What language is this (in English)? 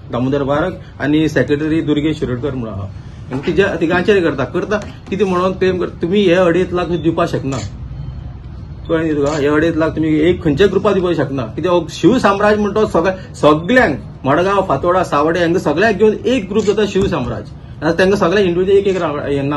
Konkani